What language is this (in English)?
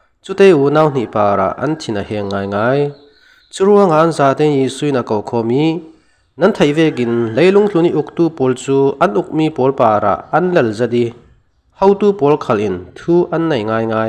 Falam Chin